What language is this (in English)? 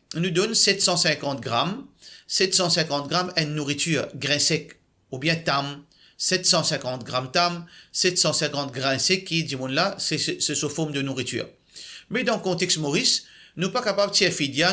Morisyen